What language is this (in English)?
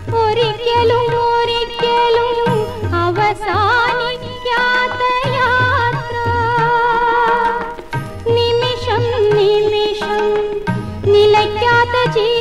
Malayalam